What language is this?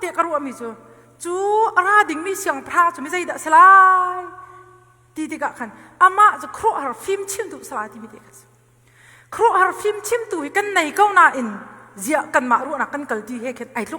Hakha Chin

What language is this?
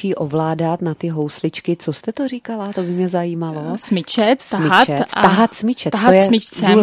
Czech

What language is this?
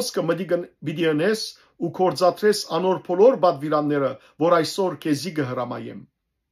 Western Armenian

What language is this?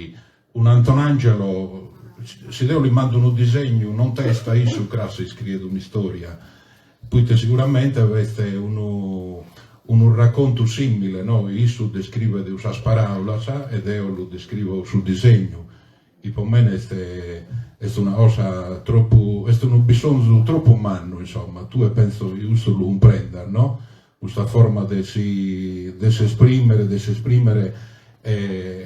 Sardinian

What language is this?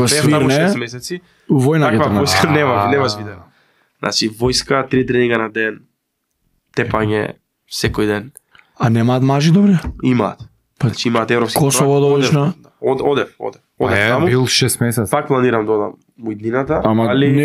Macedonian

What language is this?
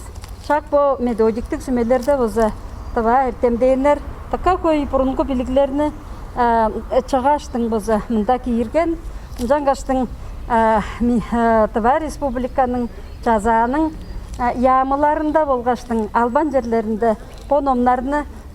Tuvinian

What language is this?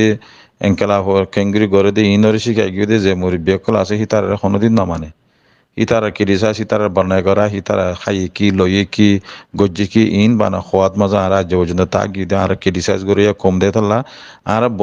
Rohingya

